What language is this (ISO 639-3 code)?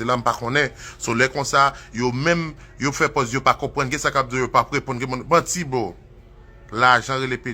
hat